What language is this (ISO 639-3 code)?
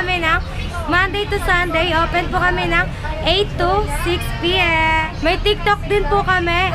fil